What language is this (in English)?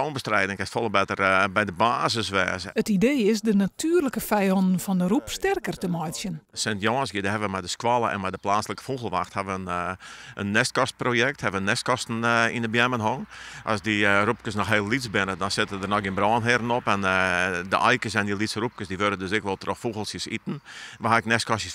Western Frisian